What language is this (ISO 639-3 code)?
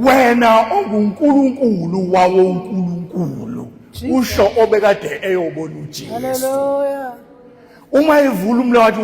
zul